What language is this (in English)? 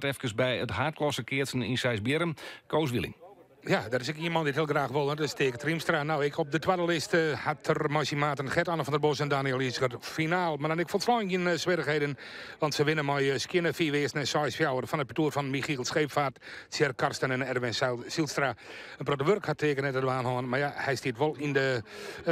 Western Frisian